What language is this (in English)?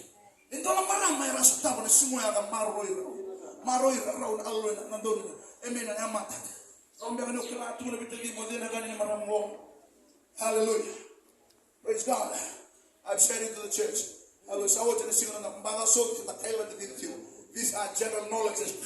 Fijian